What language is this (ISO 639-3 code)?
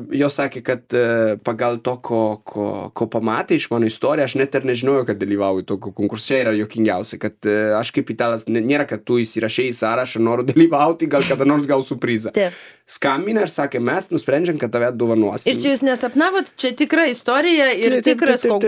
lit